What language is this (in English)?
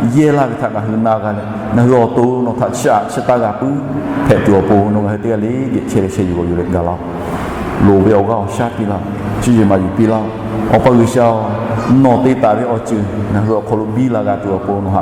Lahu